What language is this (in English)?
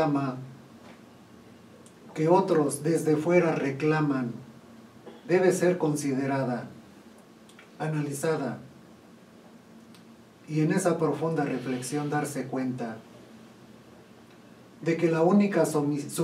Spanish